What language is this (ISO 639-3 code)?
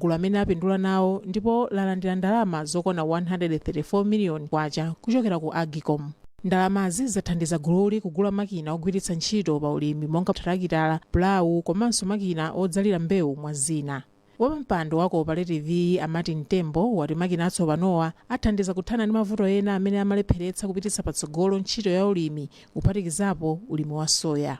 nya